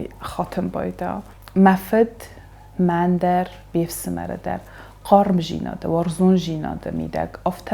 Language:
Ossetic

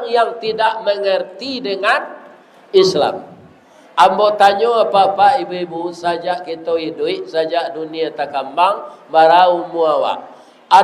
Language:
Minangkabau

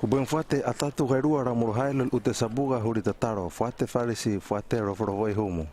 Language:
Hano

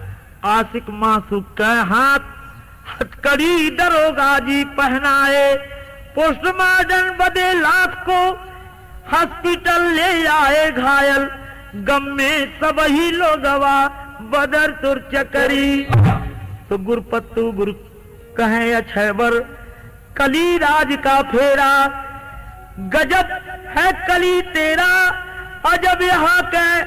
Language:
Bhojpuri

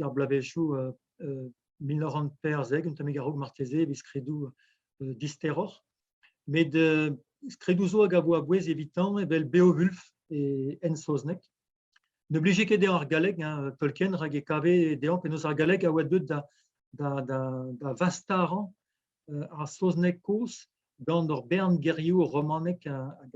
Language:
Breton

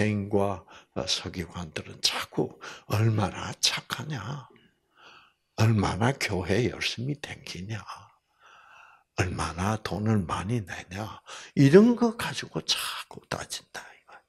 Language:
Korean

